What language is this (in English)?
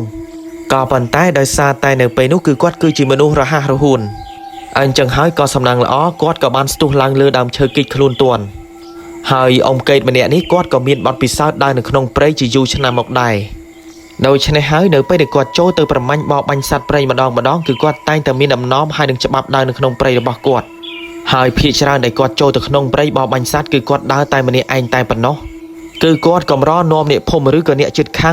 Khmer